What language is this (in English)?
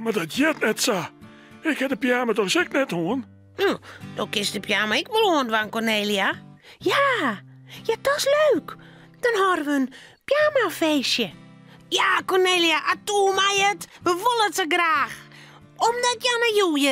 Western Frisian